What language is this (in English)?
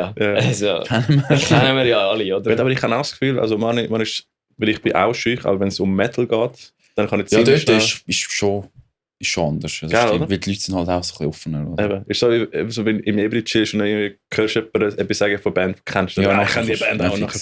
Swiss German